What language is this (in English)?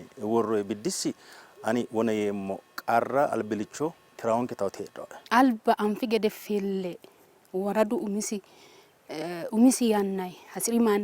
Sidamo